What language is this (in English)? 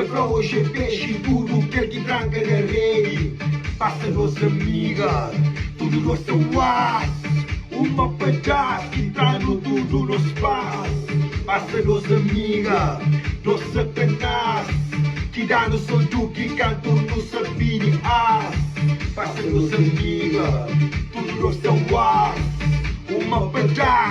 Kabuverdianu